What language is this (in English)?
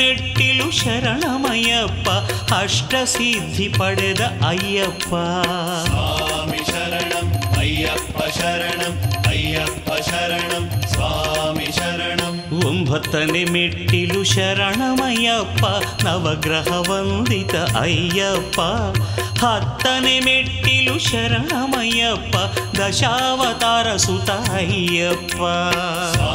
Kannada